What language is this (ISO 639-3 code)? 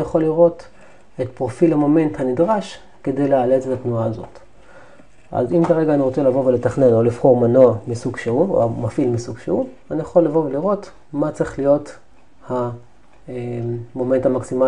heb